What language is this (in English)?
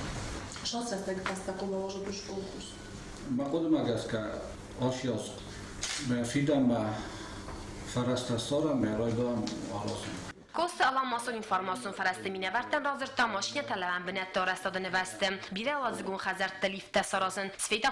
Ossetic